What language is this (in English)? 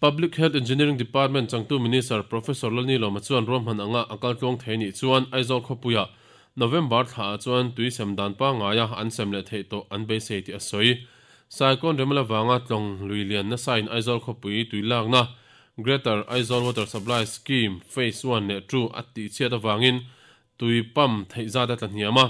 Mizo